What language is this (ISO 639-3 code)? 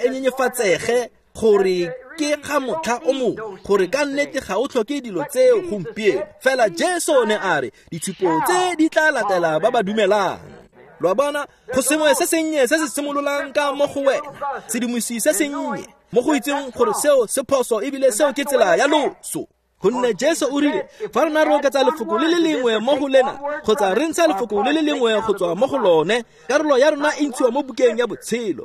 tsn